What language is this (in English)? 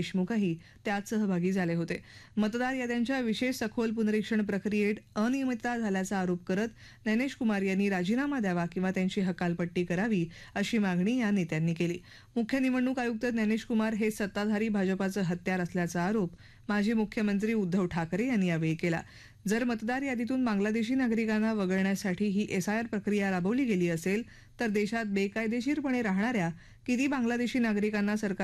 Marathi